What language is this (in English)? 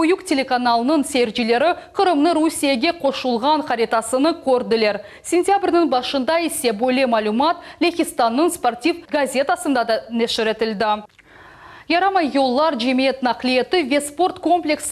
Crimean Tatar